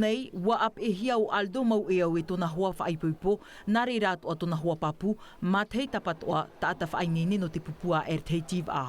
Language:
Tahitian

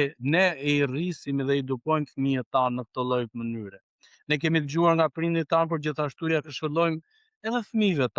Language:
Albanian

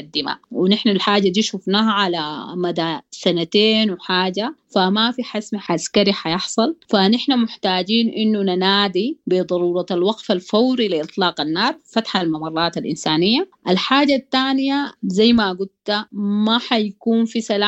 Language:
Sudanese Arabic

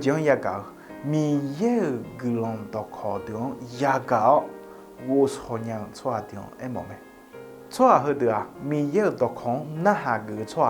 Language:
Akha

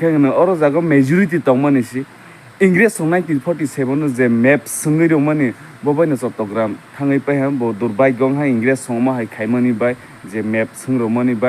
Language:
Kok Borok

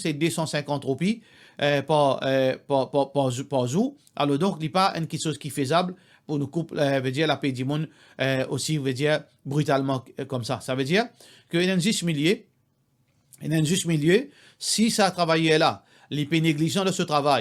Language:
Morisyen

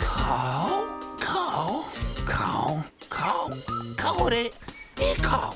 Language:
Māori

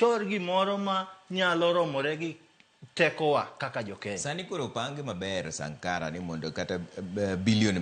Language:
Luo (Kenya and Tanzania)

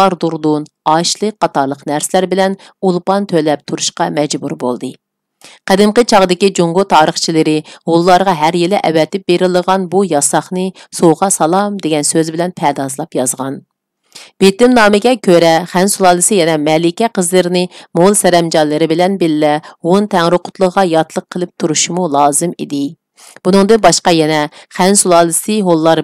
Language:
Uyghur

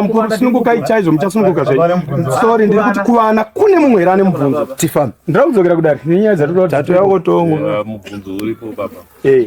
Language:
Shona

